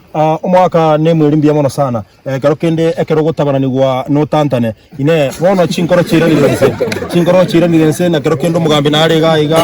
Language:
Gusii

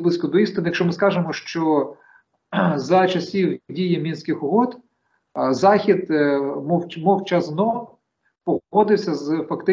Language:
Ukrainian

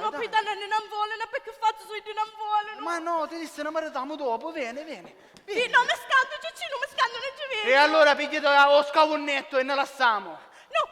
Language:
Sicilian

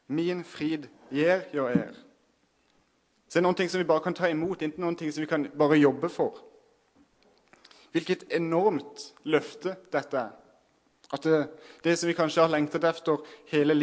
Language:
Norwegian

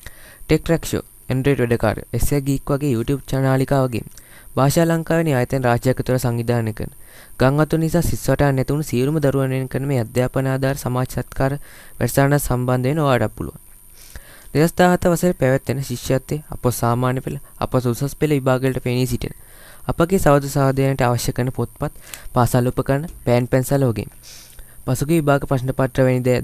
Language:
Sinhala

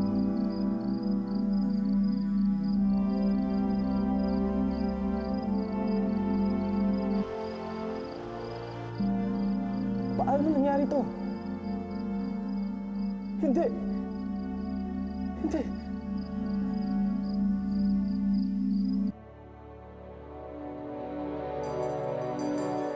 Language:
Filipino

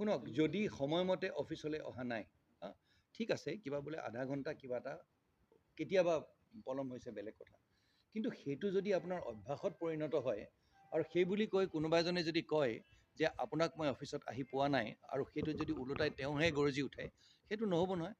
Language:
Assamese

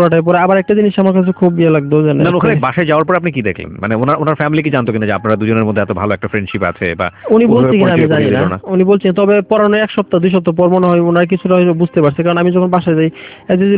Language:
Bangla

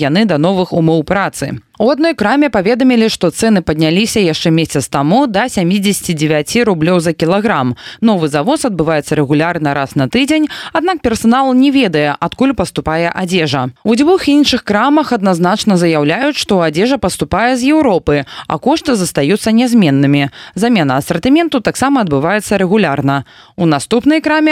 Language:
Belarusian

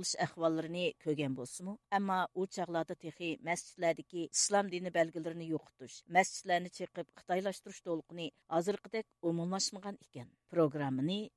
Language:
Uyghur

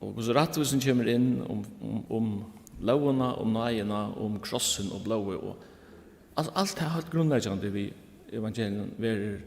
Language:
Faroese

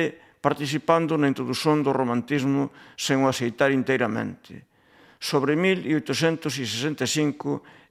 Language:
Galician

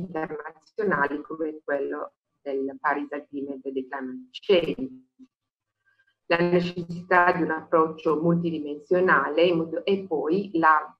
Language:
Italian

